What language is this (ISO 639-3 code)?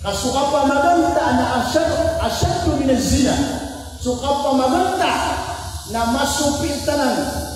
mrw